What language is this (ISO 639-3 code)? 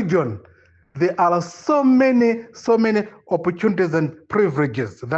nya